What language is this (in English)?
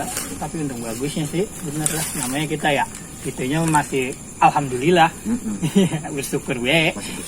Betawi